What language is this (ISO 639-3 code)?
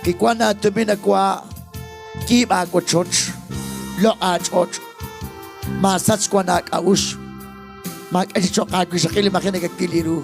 kek